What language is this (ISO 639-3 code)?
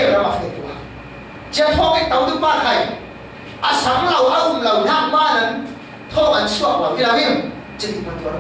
cfm